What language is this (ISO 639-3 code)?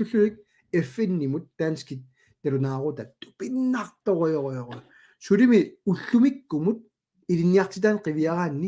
kal